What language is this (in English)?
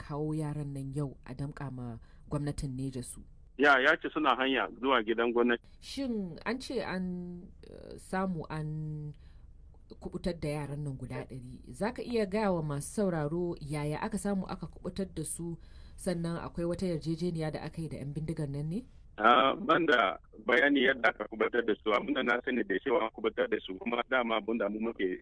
Hausa